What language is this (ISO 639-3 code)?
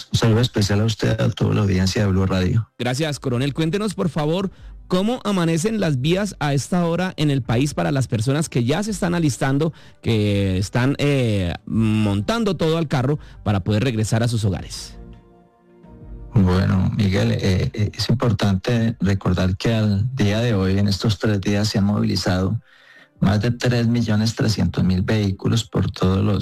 spa